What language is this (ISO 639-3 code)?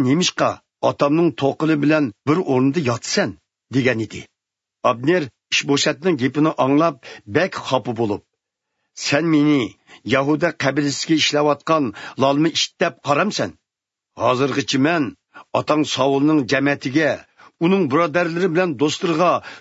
uig